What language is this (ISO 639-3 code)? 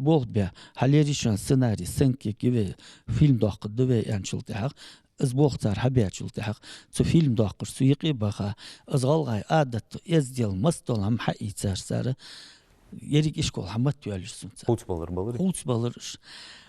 inh